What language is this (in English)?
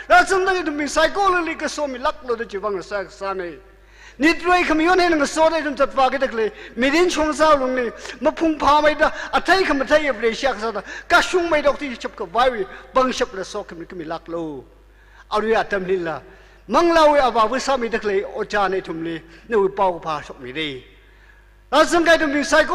Tangkhul Naga (India)